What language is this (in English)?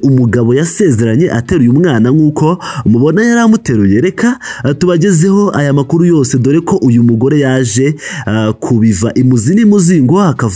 Kinyarwanda